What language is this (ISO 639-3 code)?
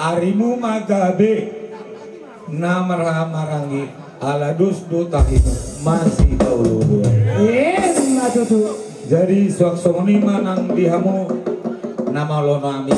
bbc